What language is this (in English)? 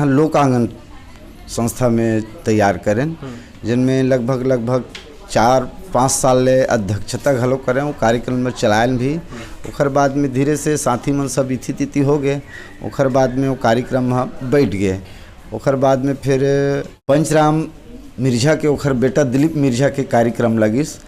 Chhattisgarhi